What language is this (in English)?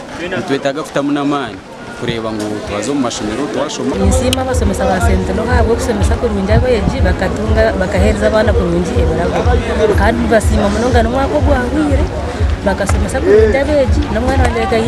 Nyankole